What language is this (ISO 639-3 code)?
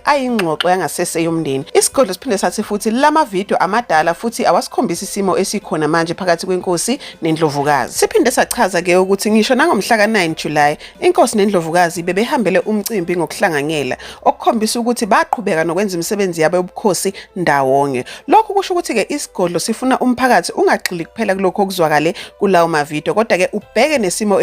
zul